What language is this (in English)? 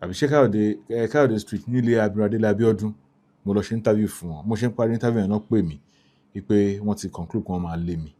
Yoruba